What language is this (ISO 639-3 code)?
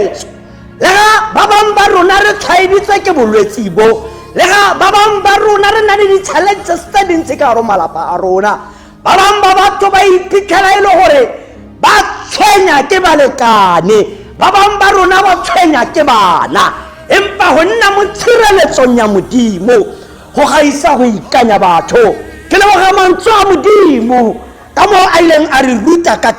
tsn